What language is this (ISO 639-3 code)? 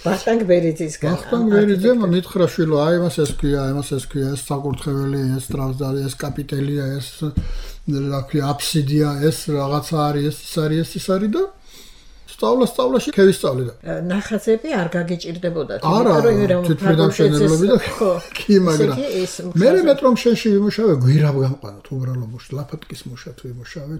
kat